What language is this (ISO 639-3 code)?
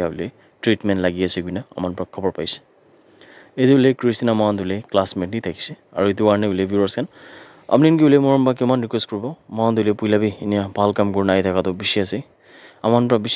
nag